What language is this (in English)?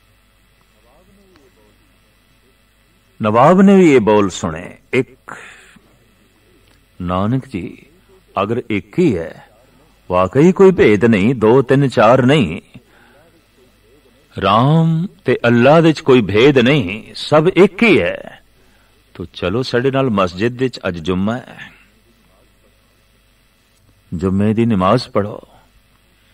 Punjabi